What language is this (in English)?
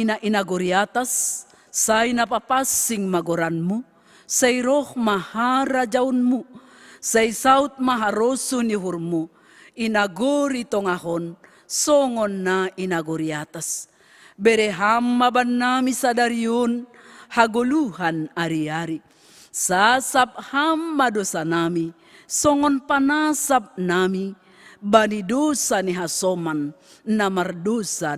Batak Simalungun